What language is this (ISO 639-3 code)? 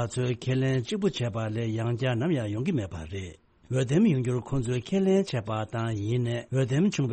bod